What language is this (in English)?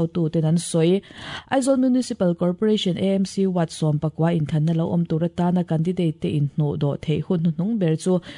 Mizo